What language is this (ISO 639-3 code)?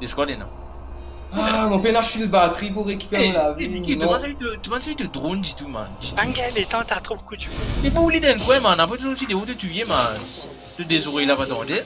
mfe